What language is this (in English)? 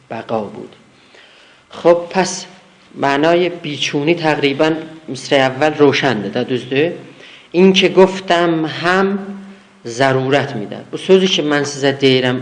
South Azerbaijani